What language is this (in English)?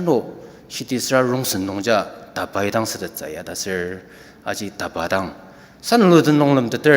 Ao Naga